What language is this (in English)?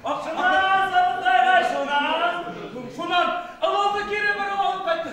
Bashkir